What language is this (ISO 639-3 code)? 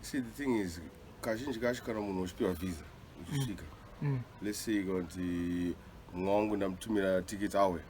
sna